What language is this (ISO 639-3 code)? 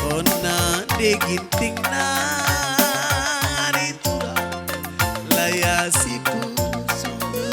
btx